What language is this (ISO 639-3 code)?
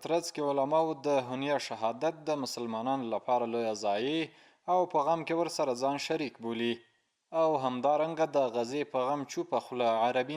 pus